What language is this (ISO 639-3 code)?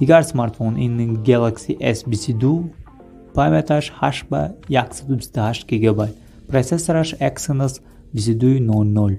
tgk